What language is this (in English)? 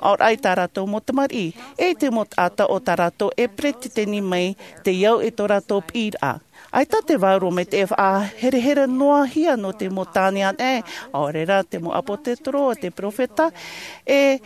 Tahitian